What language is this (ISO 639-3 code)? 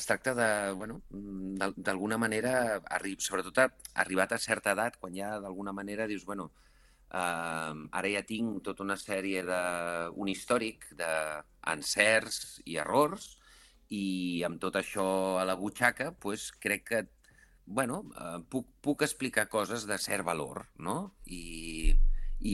cat